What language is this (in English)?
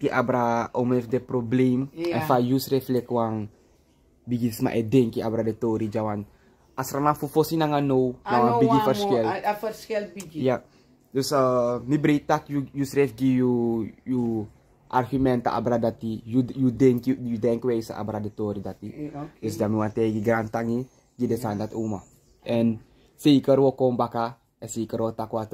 Sranan Tongo